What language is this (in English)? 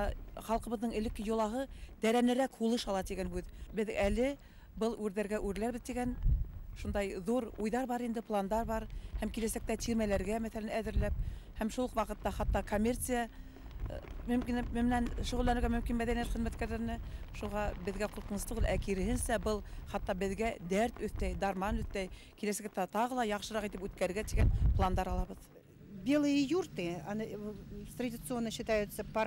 Bashkir